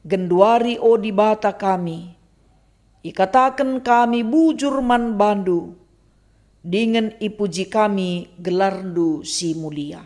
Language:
Batak Karo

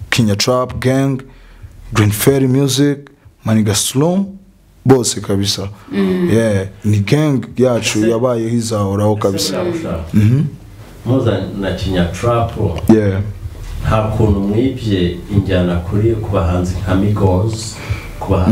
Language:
Kinyarwanda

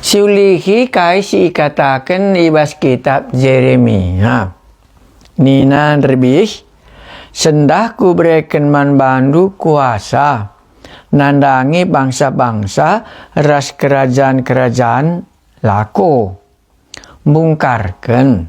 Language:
Batak Karo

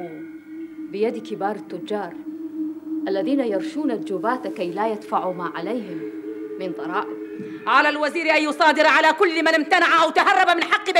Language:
Arabic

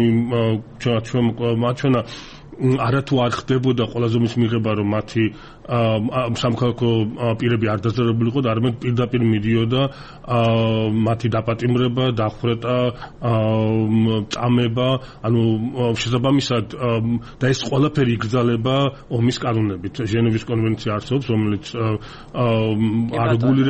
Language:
Georgian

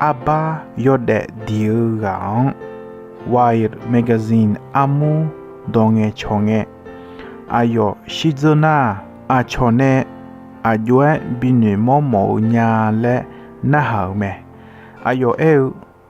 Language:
Akha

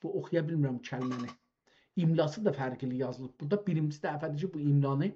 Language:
South Azerbaijani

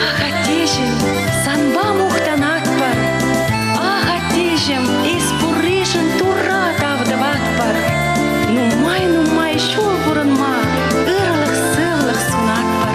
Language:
Chuvash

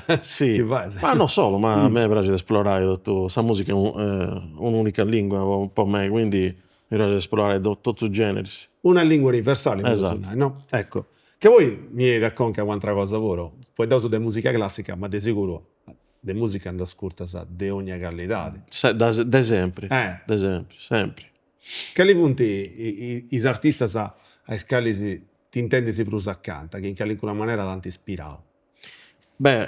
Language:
Sardinian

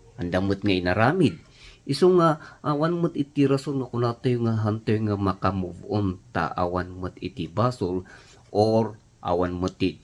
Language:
Iloko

